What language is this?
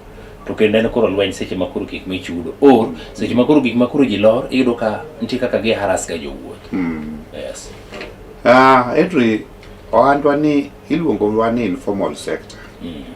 Luo (Kenya and Tanzania)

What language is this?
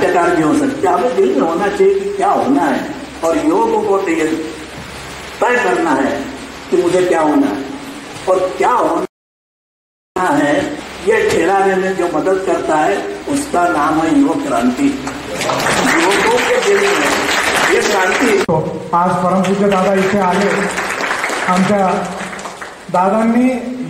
Marathi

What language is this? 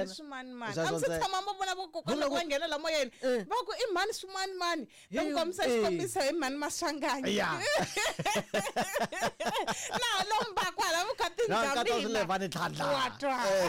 Tsonga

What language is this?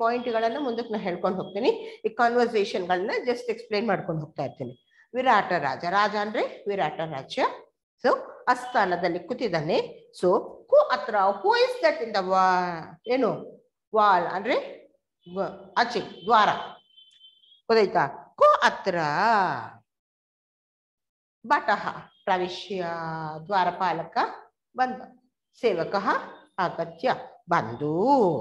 Kannada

